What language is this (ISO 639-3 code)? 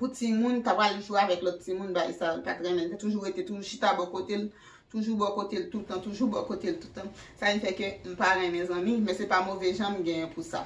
hat